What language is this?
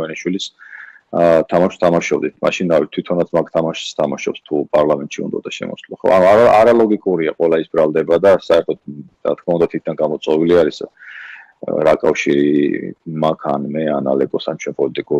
Georgian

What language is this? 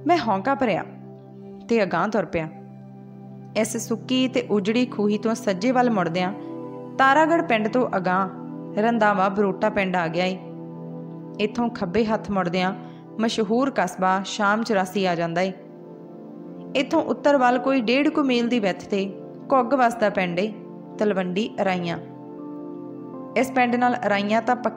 Punjabi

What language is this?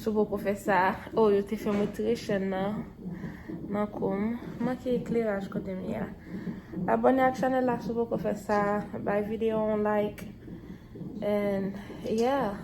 Haitian Creole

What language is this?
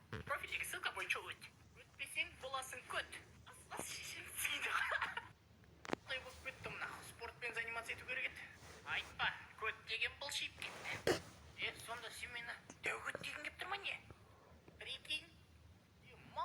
Kazakh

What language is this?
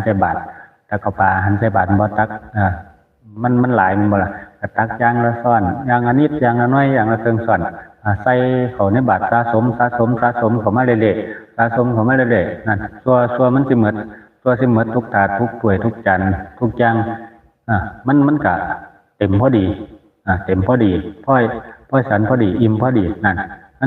Northeastern Thai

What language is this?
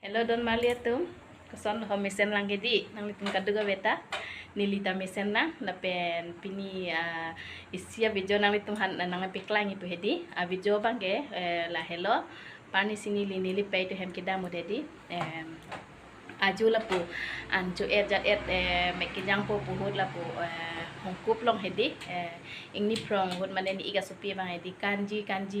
Karbi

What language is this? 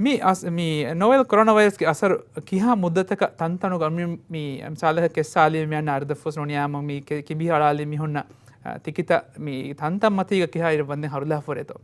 Divehi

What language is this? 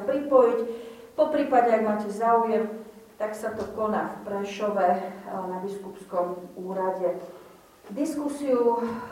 Slovak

